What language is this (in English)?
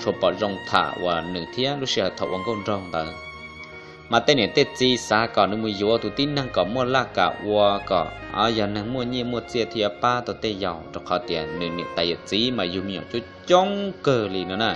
Hmong